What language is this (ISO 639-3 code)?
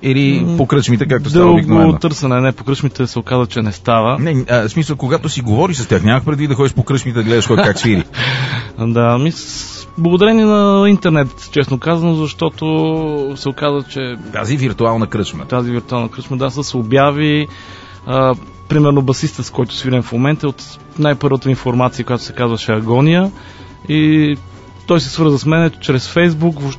bul